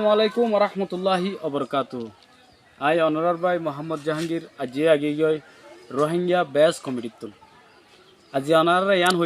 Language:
Rohingya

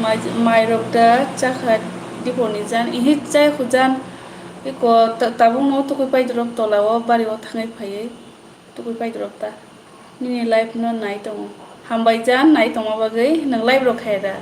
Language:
Kok Borok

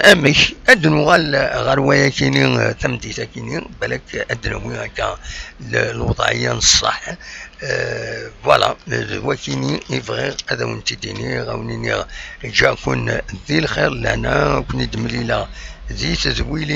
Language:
Kabyle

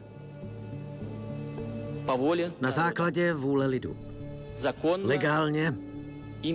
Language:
Czech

